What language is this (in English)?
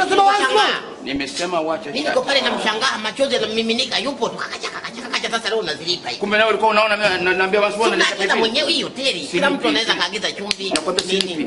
Swahili